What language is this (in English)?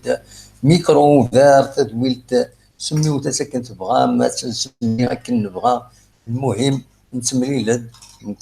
Kabyle